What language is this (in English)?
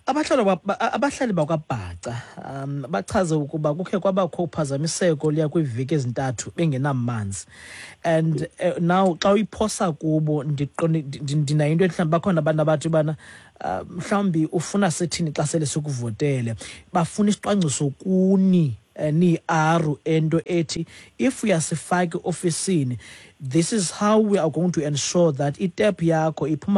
Xhosa